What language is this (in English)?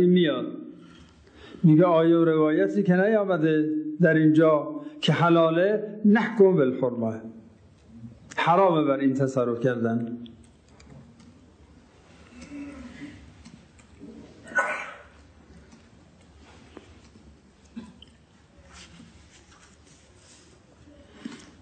Persian